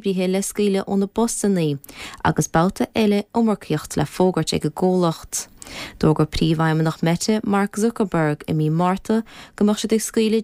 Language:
Irish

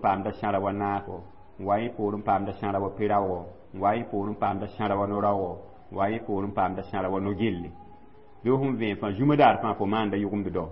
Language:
Mossi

